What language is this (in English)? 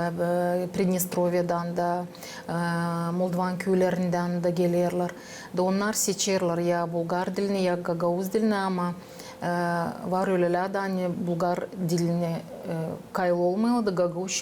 Gagauz